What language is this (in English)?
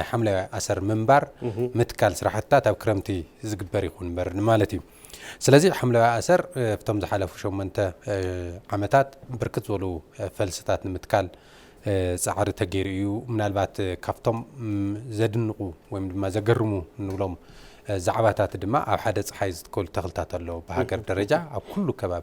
Tigrinya